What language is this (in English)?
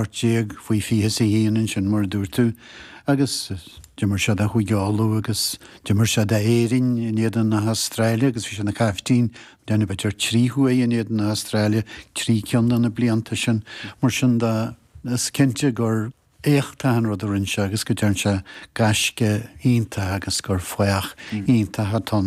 Irish